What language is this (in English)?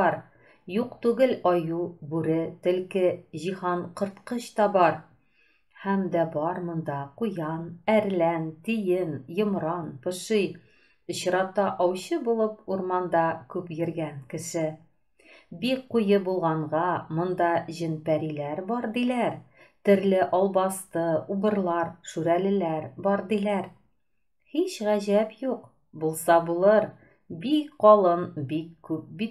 Tatar